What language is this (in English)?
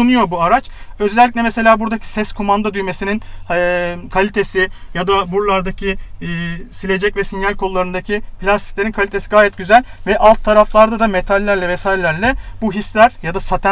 Turkish